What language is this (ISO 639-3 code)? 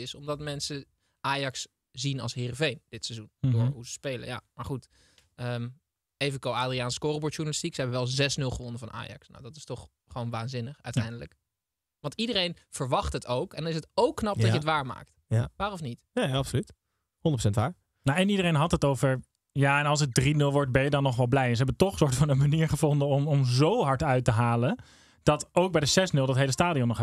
nld